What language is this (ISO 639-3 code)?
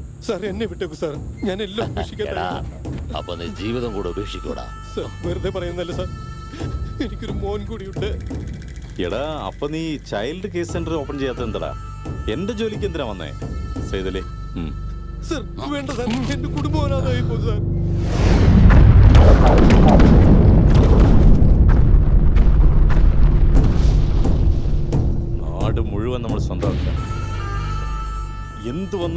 mal